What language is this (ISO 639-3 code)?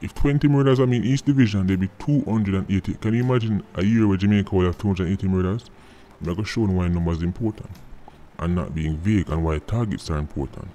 jam